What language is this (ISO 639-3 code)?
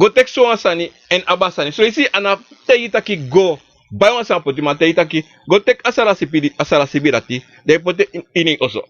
srn